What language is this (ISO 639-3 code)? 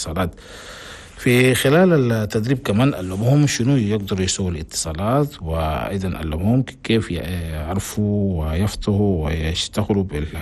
shu